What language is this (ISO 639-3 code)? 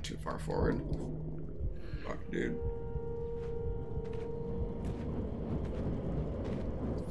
eng